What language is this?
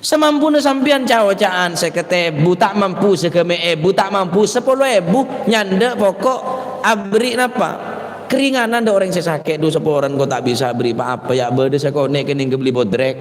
Madurese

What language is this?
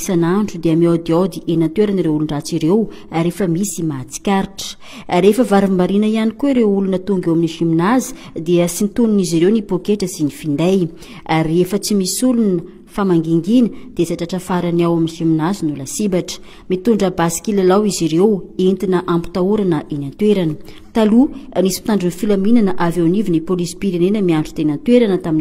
Malagasy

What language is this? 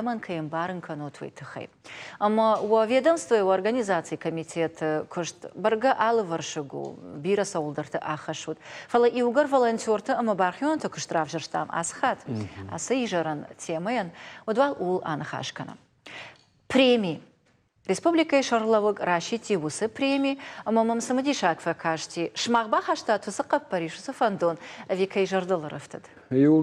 Ossetic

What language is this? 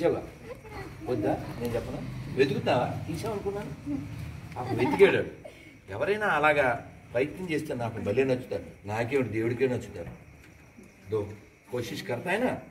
Telugu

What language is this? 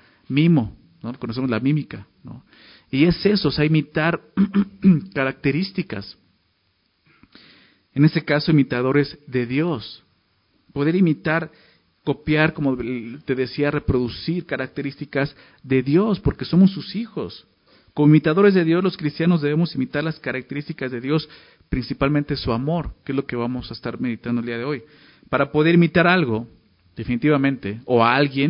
Spanish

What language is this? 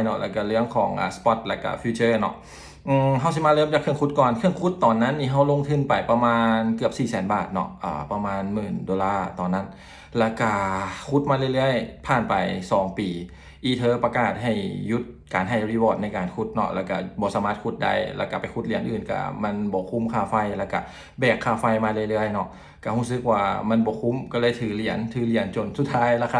Lao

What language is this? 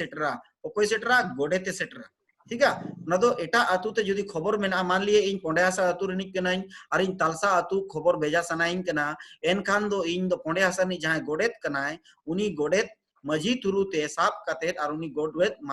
Santali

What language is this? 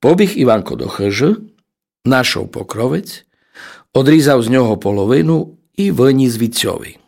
Rusyn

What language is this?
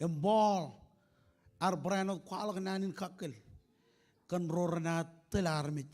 Marshallese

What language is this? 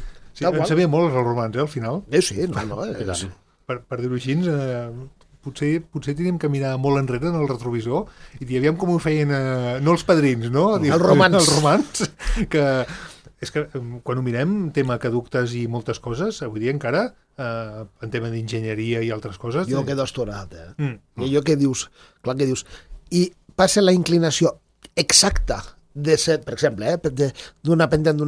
Catalan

